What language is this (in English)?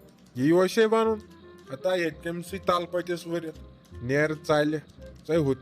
Kashmiri